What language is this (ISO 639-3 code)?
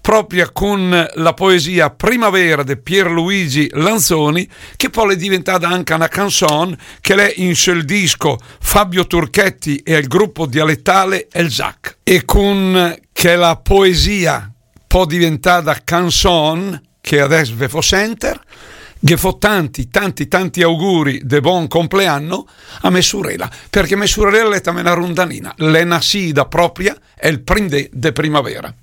lmo